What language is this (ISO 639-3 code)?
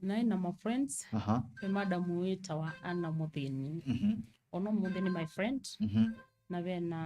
kam